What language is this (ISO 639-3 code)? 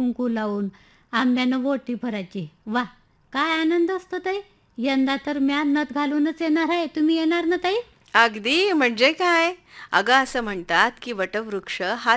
mar